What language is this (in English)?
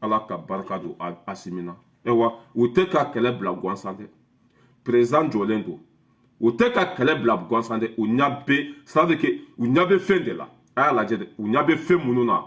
Bambara